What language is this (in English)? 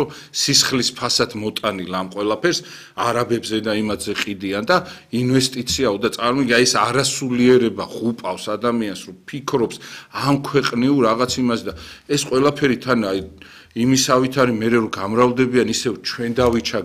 Georgian